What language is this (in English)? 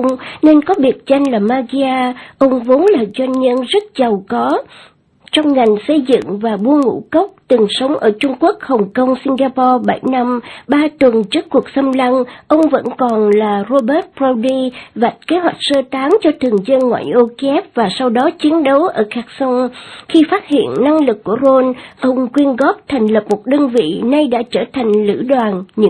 Vietnamese